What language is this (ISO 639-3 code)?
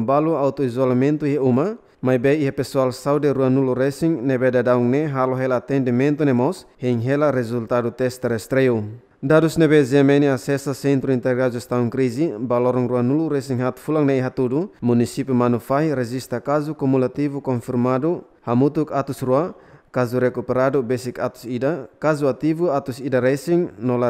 tet